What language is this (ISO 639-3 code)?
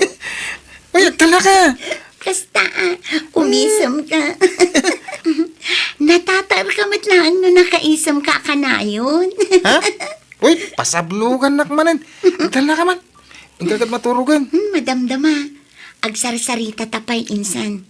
ilo